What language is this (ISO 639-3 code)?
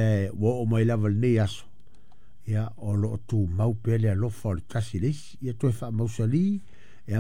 smo